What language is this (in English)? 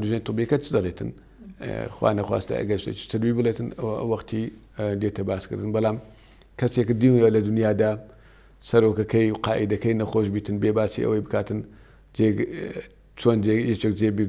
Central Kurdish